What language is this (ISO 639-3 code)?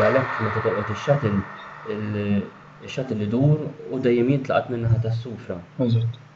mlt